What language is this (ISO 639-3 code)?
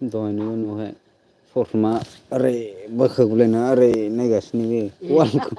brx